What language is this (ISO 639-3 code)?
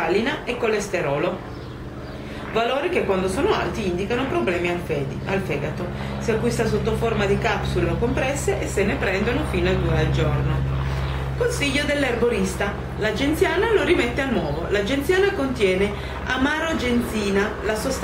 ita